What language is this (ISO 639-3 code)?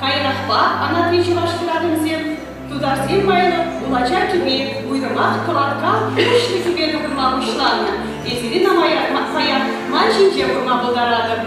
chv